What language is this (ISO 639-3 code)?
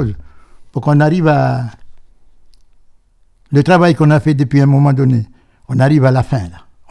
fra